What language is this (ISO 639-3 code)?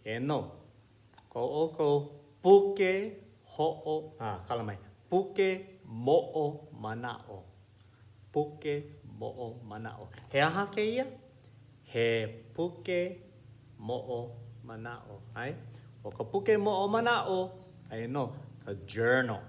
haw